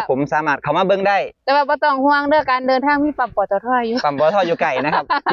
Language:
Lao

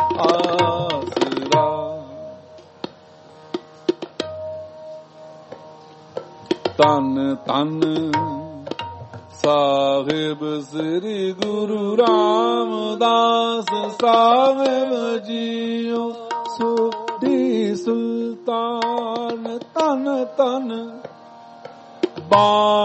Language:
Punjabi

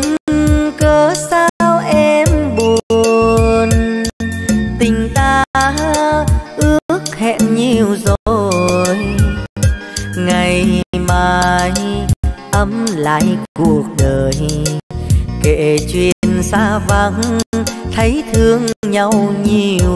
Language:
Vietnamese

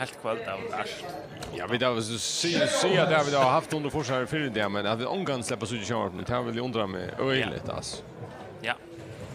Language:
Faroese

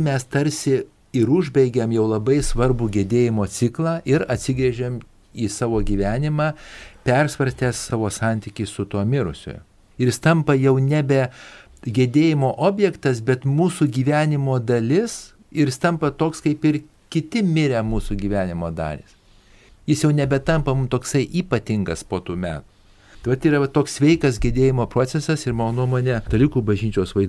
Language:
Lithuanian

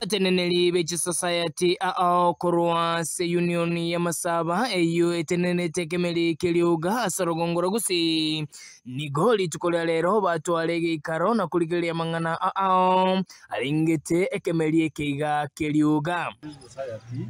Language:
Gusii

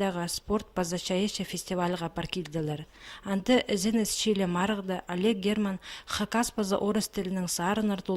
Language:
Khakas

